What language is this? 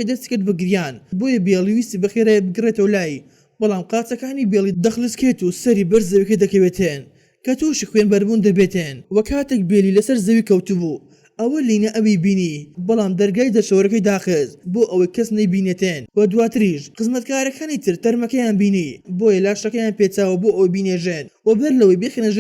Central Kurdish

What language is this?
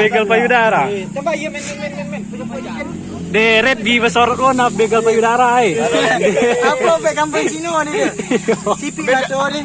Minangkabau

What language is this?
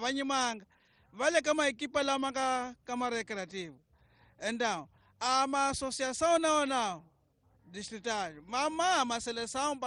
Tsonga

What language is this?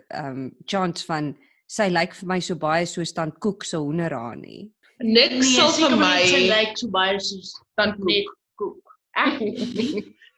Afrikaans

